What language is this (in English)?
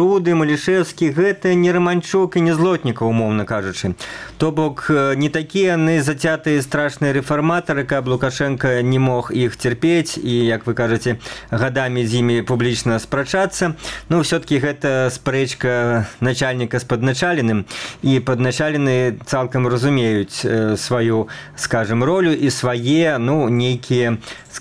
Belarusian